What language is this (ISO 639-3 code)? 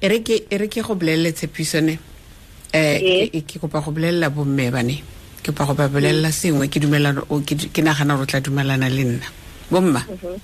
tsn